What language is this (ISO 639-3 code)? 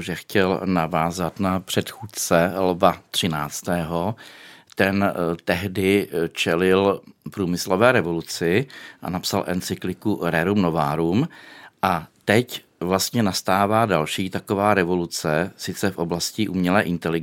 ces